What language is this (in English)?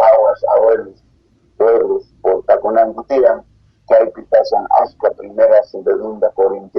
South Bolivian Quechua